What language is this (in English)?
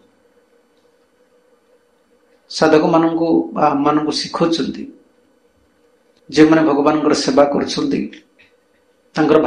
Odia